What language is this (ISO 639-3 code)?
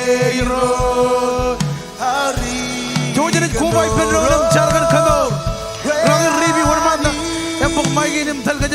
mah